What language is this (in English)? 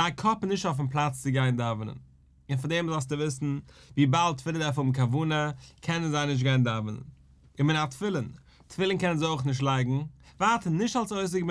Yiddish